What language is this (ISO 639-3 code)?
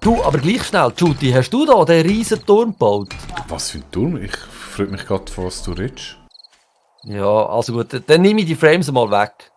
gsw